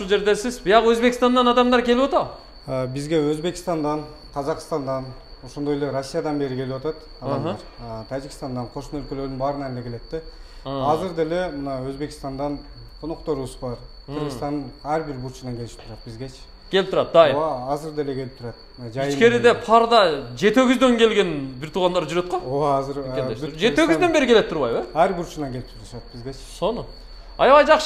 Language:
Kyrgyz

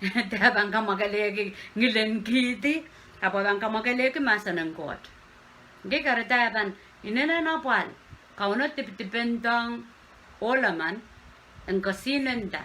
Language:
Pohnpeian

